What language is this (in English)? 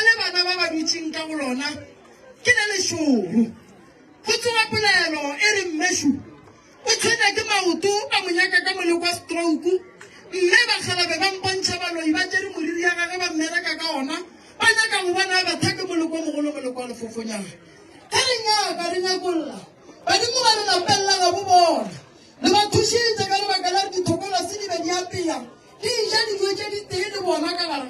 Northern Sotho